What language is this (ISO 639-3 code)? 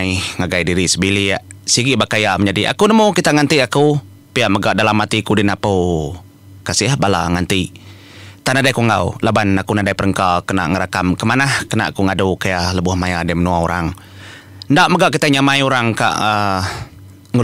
iba